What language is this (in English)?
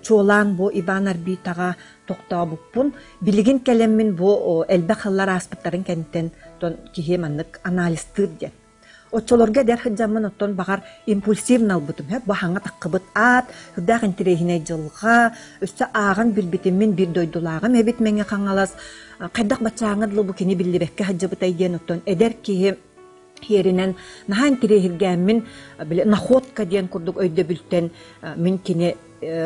Yakut